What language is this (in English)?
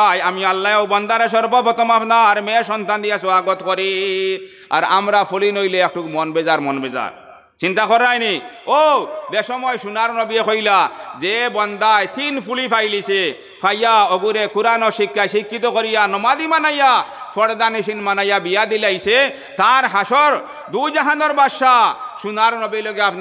Sylheti